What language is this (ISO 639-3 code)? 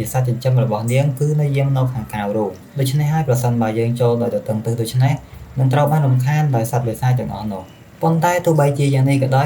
khm